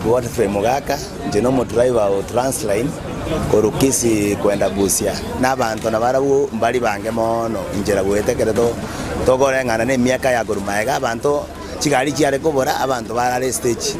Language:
Gusii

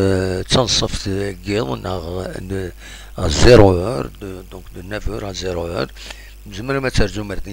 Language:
Kabyle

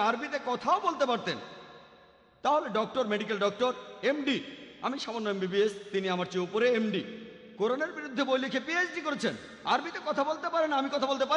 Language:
Bangla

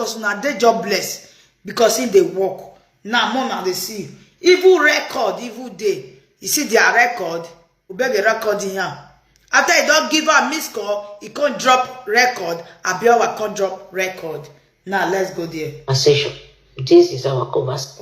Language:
Nigerian Pidgin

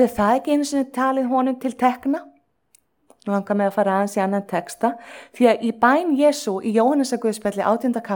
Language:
Icelandic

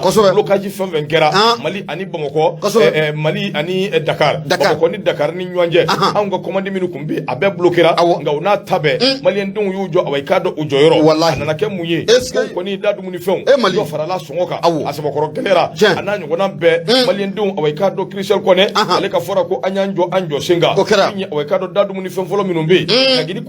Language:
Bambara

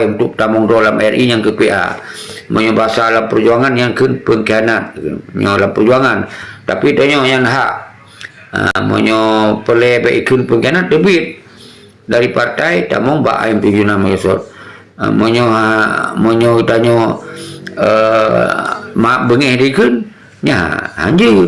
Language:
Achinese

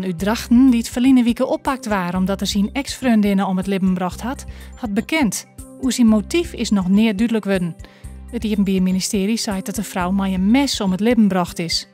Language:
Western Frisian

